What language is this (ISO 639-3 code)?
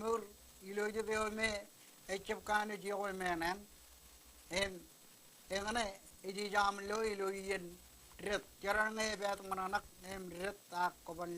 mah